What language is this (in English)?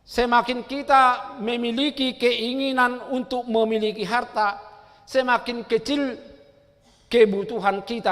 Batak Toba